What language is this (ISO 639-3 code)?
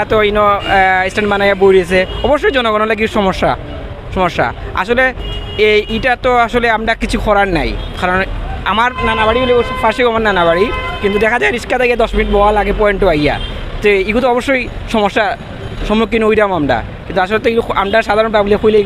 syl